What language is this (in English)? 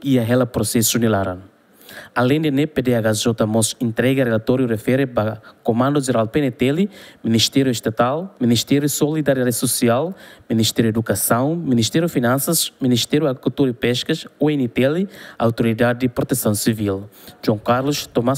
Tetum